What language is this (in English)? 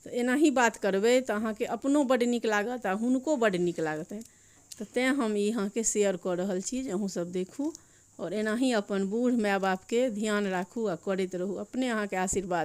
Maithili